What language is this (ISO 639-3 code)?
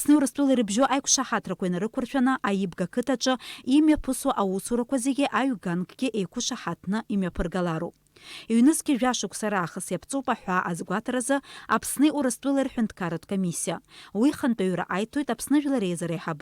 abk